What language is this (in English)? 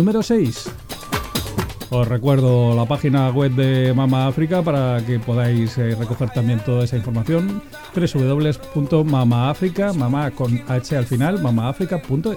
Spanish